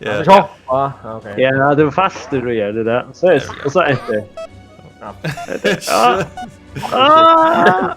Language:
Faroese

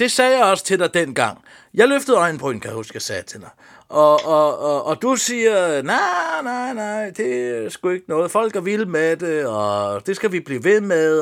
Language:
Danish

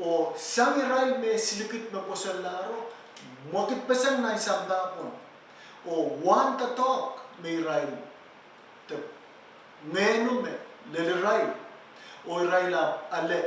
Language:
Pohnpeian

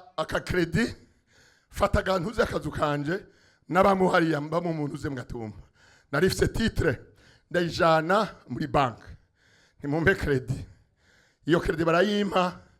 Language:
Rundi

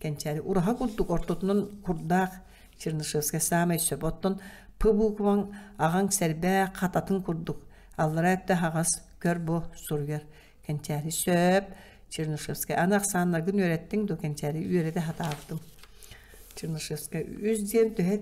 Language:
Yakut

